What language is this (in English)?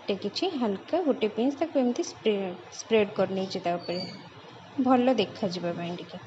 Odia